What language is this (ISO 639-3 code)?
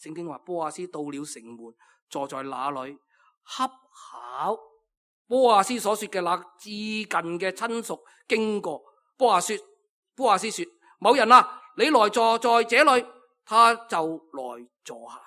yue